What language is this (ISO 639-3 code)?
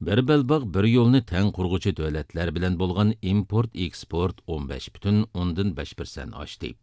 uig